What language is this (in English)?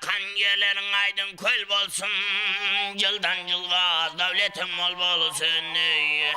Kara-Kalpak